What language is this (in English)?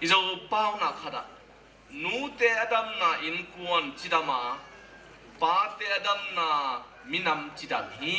Tedim Chin